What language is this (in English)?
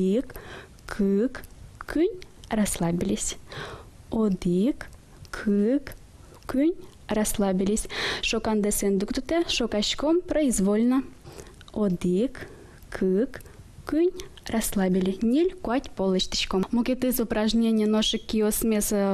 Udmurt